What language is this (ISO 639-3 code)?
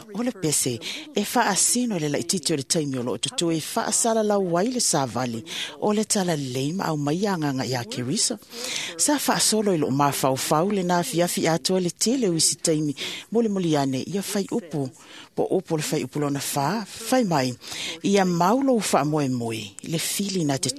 smo